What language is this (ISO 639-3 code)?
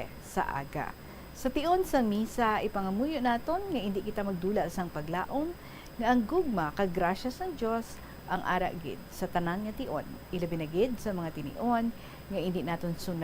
hil